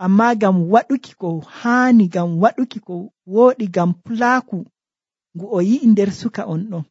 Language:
Nigerian Fulfulde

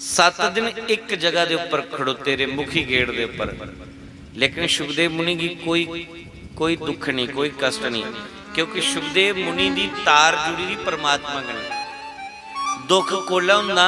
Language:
Dogri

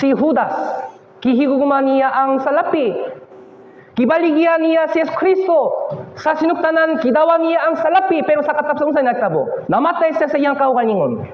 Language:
Cebuano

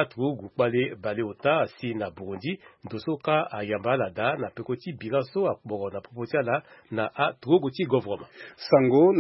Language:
Sango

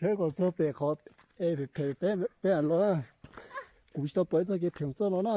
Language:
Hmong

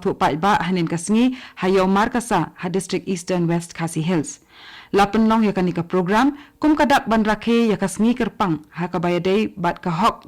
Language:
Khasi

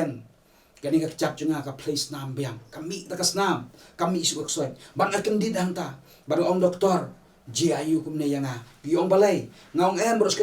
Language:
Khasi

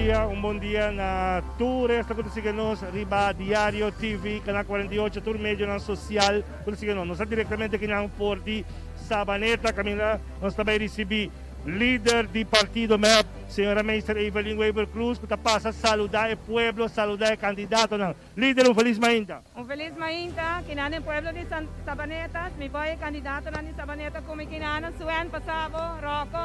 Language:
Papiamento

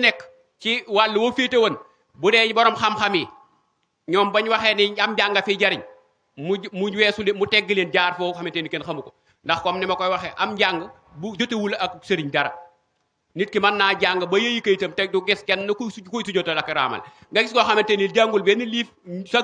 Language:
Wolof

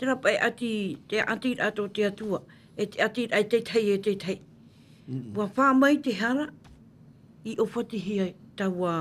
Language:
Tahitian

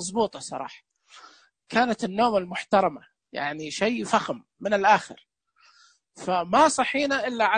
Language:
Najdi Arabic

